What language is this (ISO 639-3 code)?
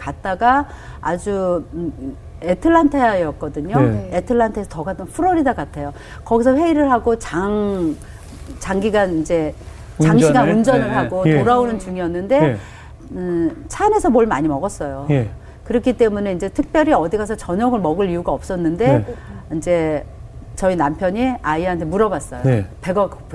kor